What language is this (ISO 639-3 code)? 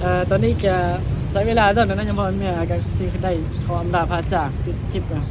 tts